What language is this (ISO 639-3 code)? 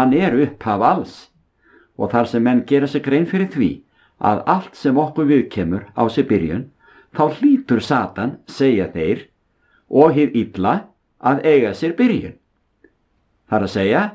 isl